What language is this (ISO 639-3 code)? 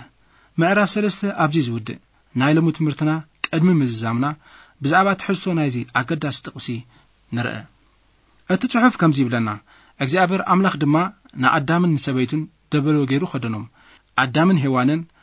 tir